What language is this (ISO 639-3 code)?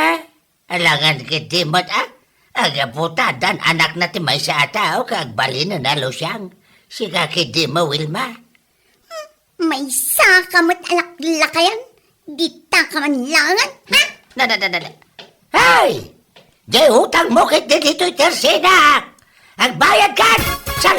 ilo